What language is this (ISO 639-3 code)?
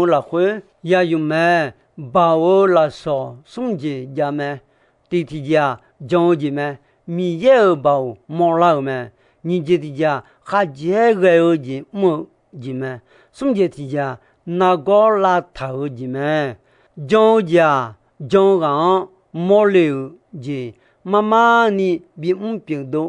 ahk